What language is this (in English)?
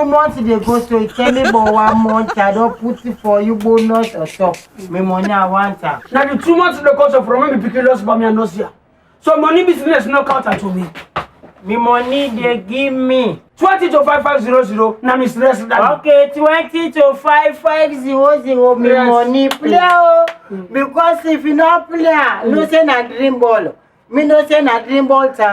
Krio